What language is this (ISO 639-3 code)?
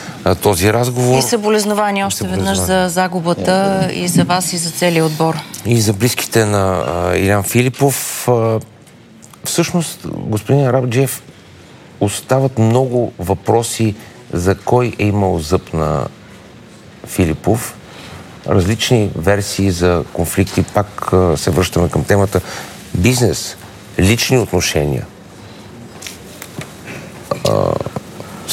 bul